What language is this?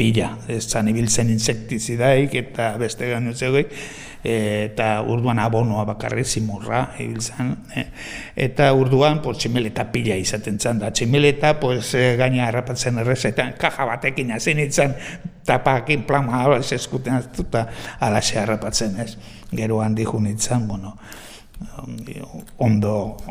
Basque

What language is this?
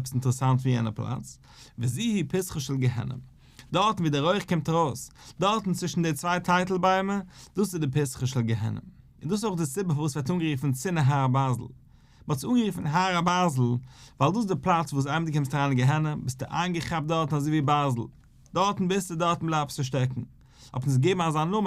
Yiddish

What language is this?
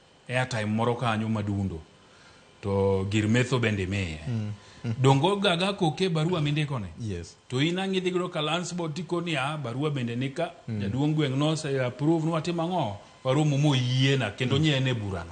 Luo (Kenya and Tanzania)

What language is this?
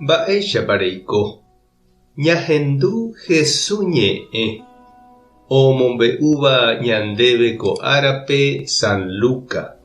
Guarani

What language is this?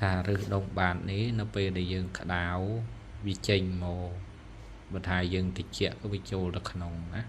Khmer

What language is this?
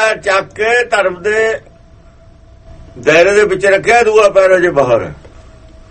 Punjabi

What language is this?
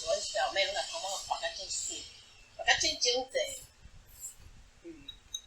Min Nan Chinese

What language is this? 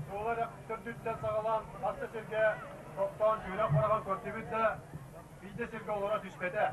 Yakut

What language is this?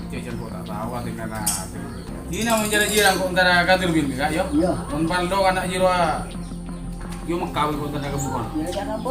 Madurese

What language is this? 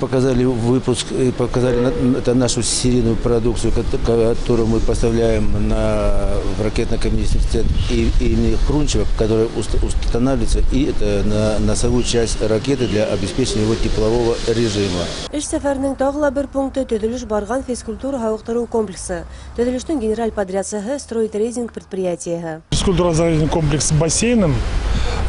Bashkir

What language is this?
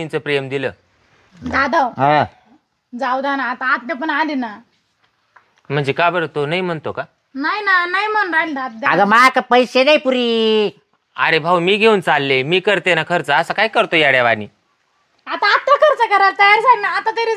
Marathi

